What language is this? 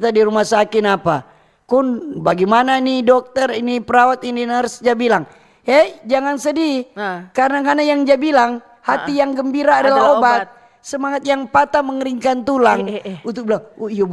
Manado Malay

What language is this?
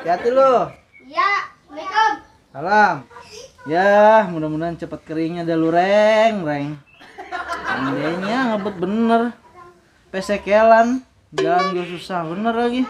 Betawi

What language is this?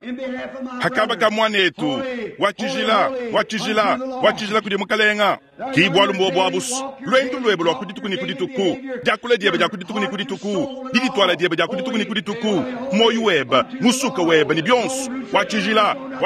Luba-Lulua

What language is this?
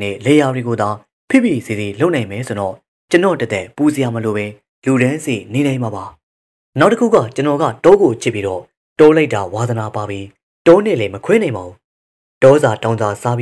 Burmese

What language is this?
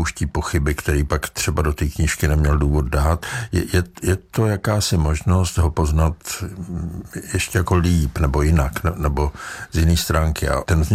Czech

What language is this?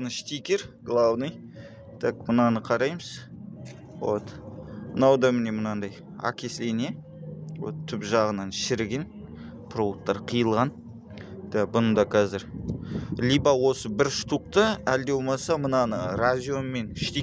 Kazakh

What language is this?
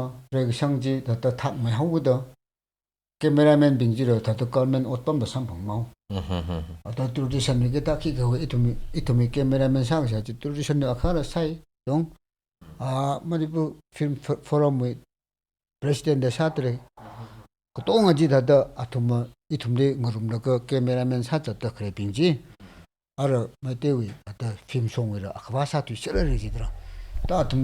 Tangkhul Naga (India)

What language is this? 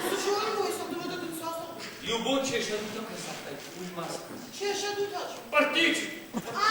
Ossetic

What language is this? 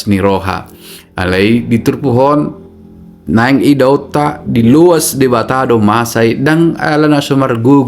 Batak Toba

